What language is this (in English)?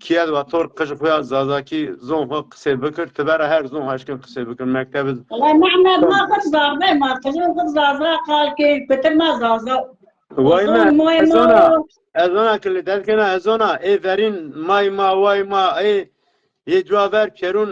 Zaza